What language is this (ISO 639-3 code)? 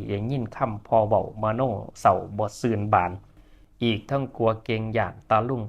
tts